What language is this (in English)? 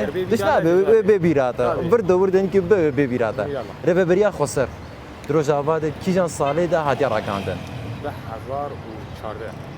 Kurdish